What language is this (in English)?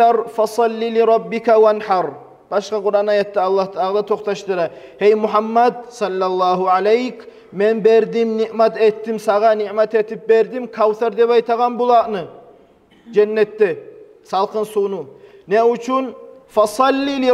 Kumyk